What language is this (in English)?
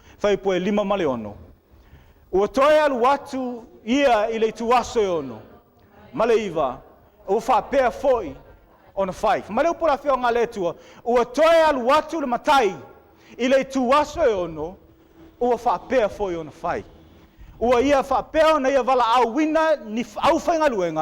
Samoan